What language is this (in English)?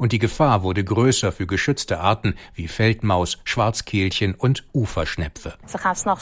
German